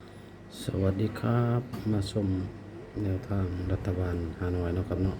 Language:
Northeastern Thai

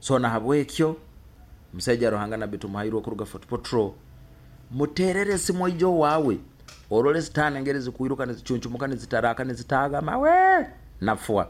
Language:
Nyoro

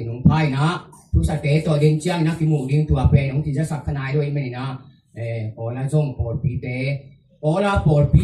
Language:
Tedim Chin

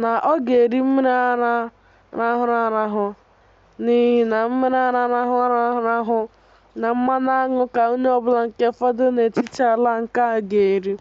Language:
Igbo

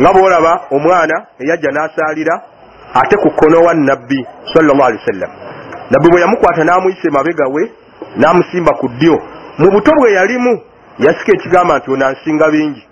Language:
Ganda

